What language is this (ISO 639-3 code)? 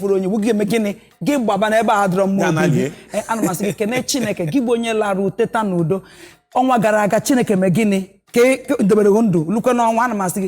ibo